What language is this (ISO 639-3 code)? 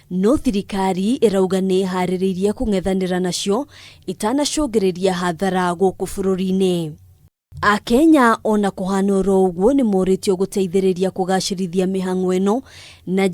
kik